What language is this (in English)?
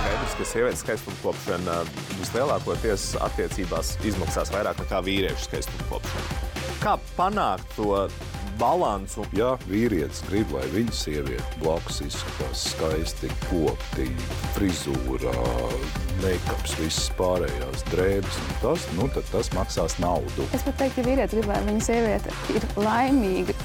Latvian